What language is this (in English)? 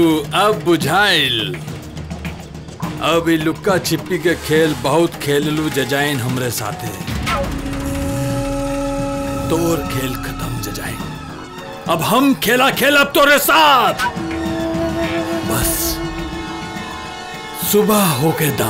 Bhojpuri